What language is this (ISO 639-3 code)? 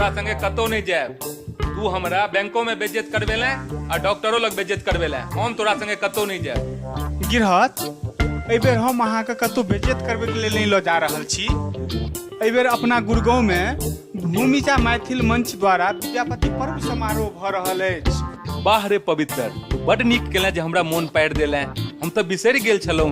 mai